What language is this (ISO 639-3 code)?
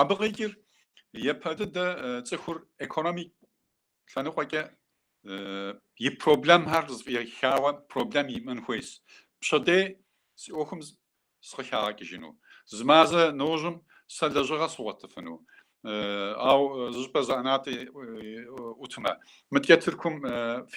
kbd